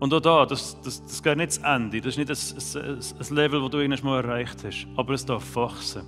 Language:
Swiss German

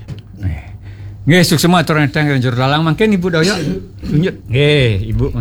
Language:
Balinese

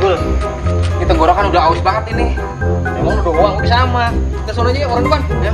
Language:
Betawi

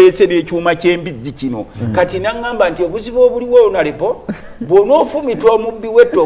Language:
Ganda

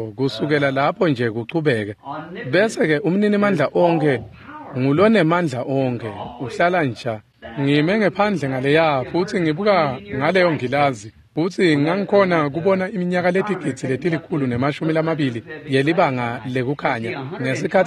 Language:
Swati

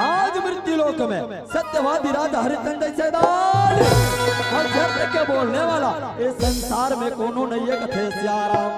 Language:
Chhattisgarhi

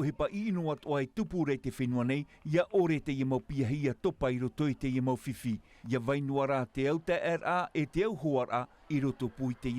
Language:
Tahitian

